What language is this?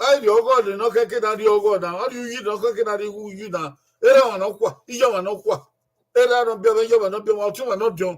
Bini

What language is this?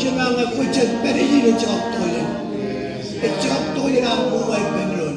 Marshallese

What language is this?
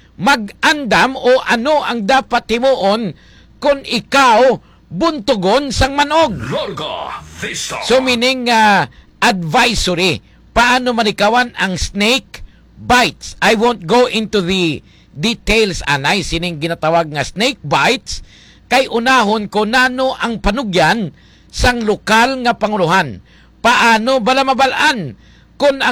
Hiligaynon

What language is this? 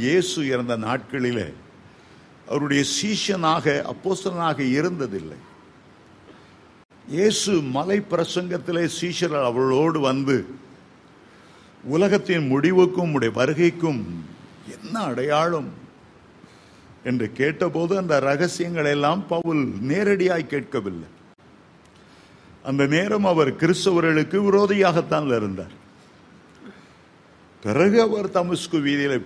Tamil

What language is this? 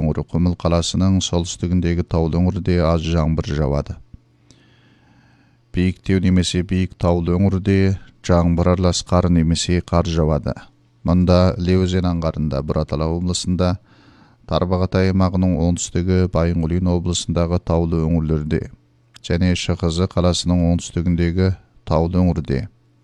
Kazakh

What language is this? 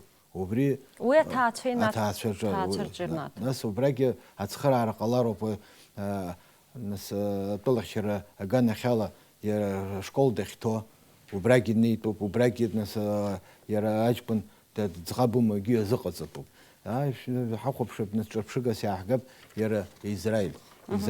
Abkhazian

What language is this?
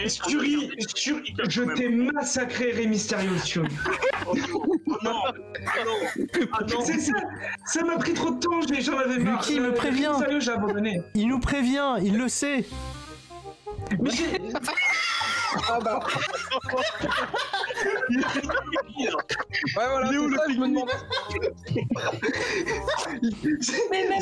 French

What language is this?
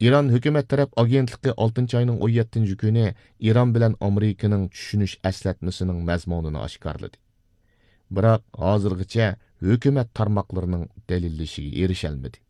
Uyghur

